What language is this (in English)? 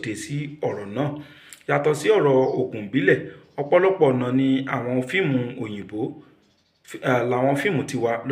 Yoruba